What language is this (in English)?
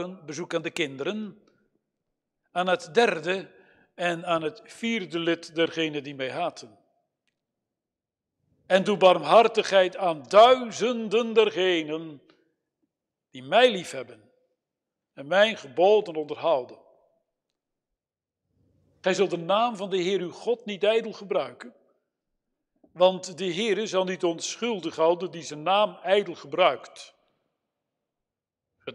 Dutch